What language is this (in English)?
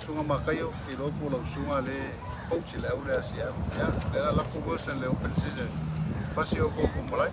Samoan